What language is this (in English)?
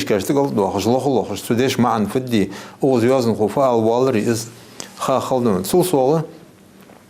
Ingush